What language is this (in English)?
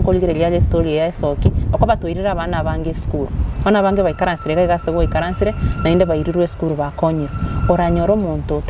Gusii